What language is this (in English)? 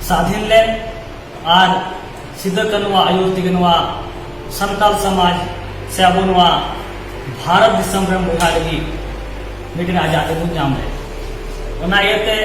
Santali